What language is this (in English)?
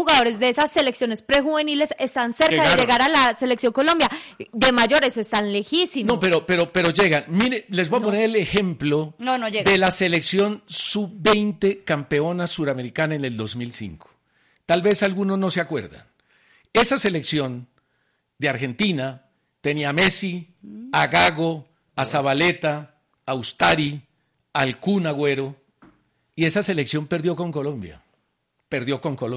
Spanish